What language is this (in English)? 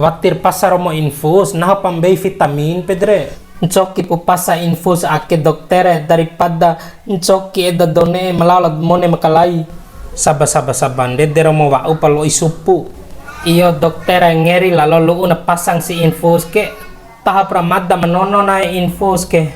Bima